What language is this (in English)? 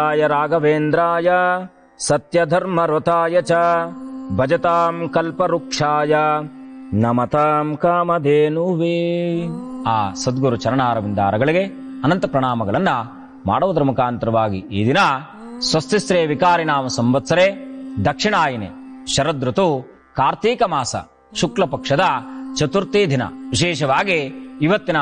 Kannada